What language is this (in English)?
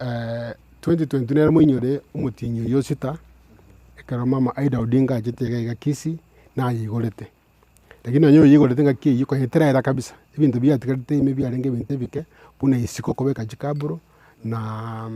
Gusii